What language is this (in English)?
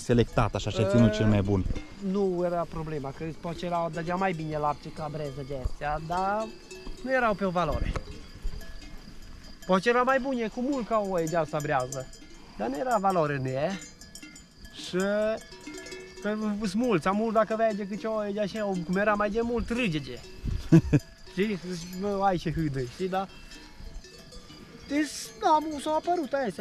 Romanian